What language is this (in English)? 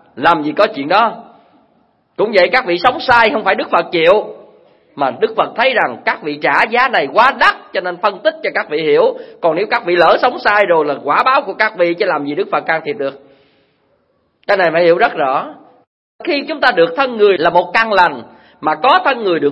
Vietnamese